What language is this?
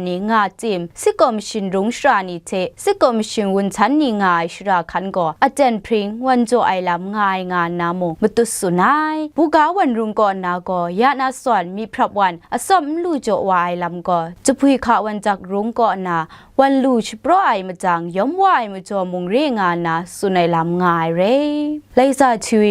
Kachin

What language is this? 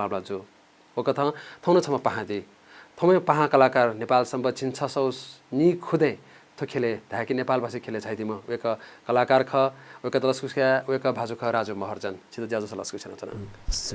Newari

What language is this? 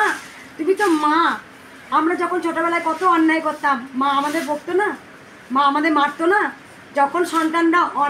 Bangla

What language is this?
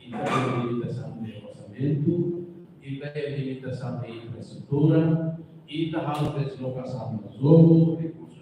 Tetum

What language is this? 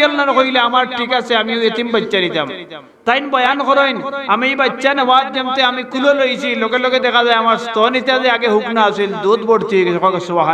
Sylheti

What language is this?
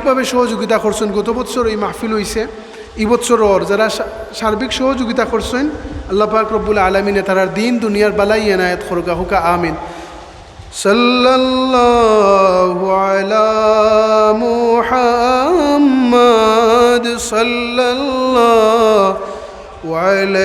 Sylheti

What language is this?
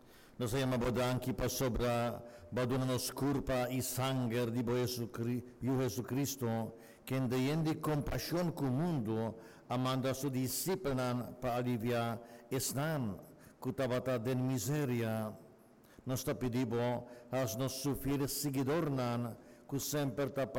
Papiamento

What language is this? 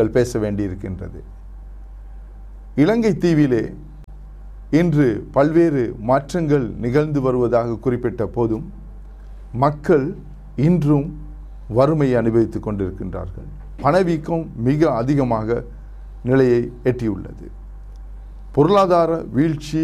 Tamil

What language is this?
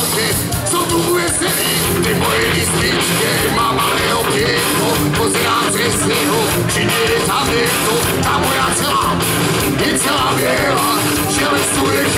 Slovak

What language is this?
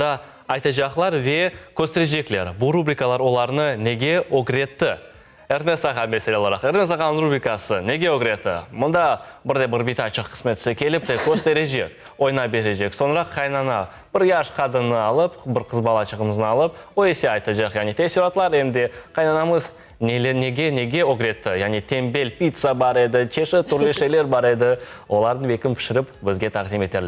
Crimean Tatar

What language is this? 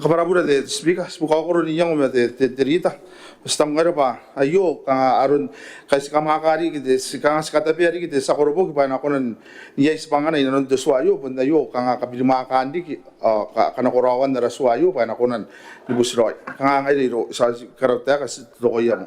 Gilbertese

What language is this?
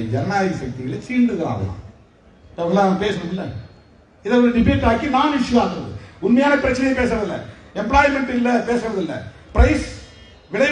Tamil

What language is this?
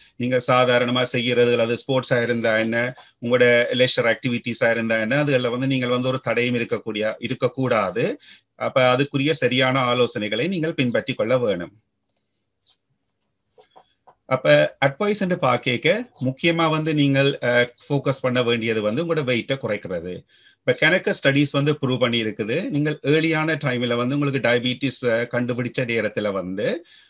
Tamil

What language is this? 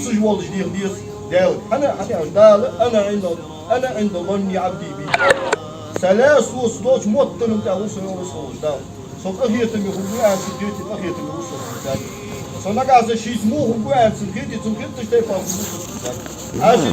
Ingush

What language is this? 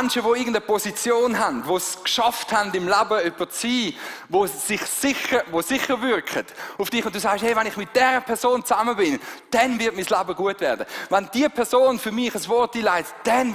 Swiss German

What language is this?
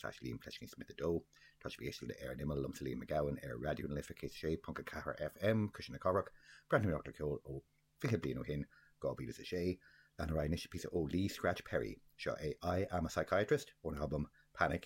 Irish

